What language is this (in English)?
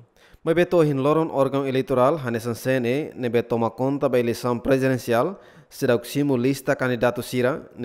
Tetum